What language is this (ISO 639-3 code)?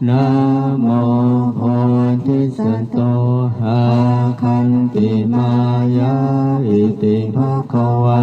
pli